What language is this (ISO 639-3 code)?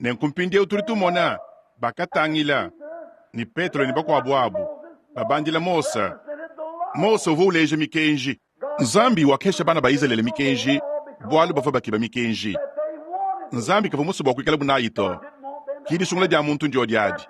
lua